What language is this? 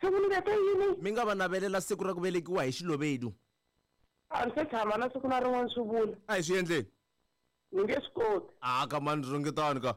Tsonga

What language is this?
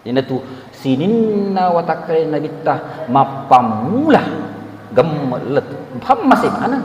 Buginese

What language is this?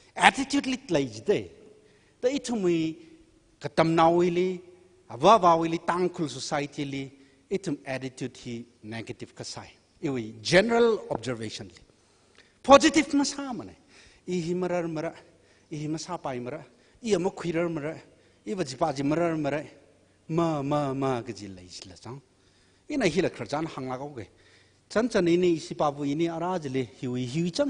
Tangkhul Naga (India)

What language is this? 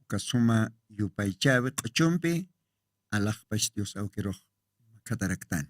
Aymara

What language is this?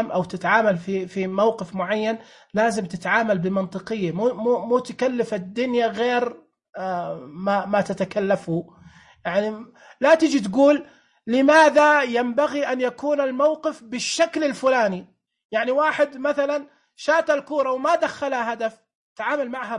Najdi Arabic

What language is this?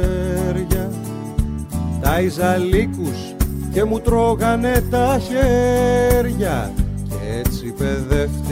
Greek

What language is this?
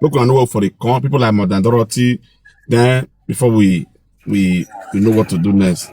Nigerian Pidgin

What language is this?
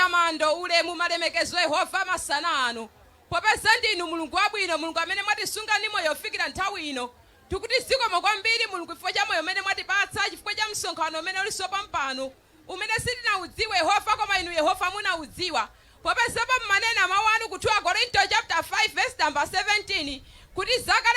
Nyanja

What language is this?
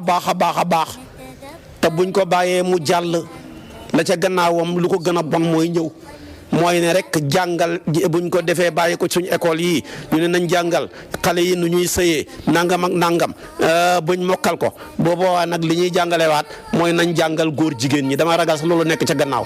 Wolof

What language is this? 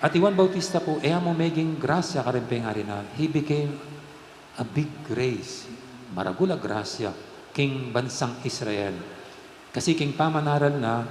Pampanga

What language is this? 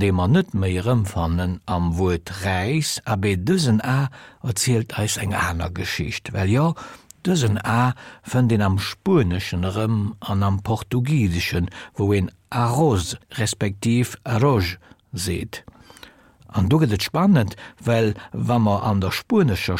Luxembourgish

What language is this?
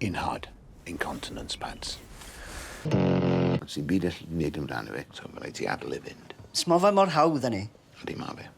Welsh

